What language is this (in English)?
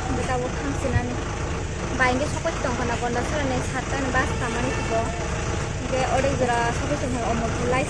Kok Borok